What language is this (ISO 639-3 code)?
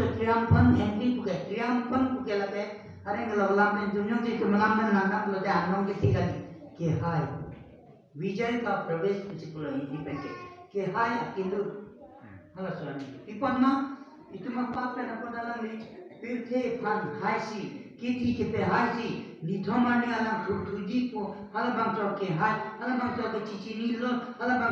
mjw